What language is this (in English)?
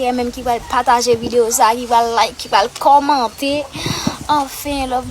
Haitian Creole